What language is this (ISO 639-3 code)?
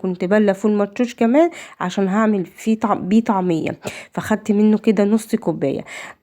arz